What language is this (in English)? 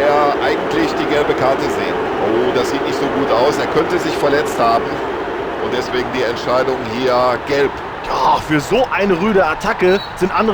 Bavarian